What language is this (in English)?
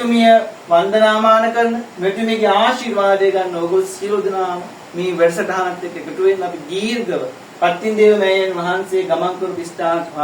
Sinhala